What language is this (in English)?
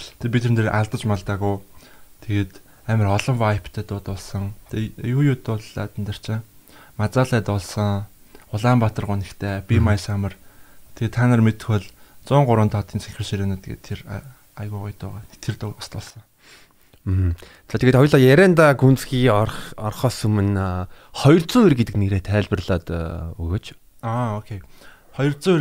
Mongolian